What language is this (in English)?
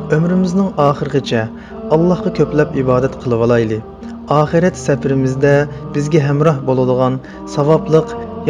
Uyghur